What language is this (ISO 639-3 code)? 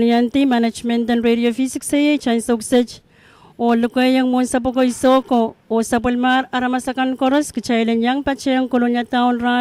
pon